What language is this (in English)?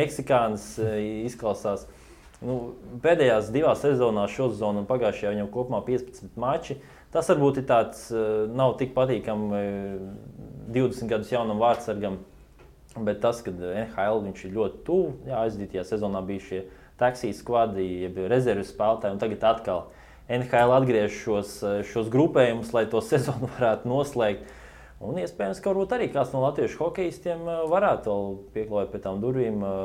Latvian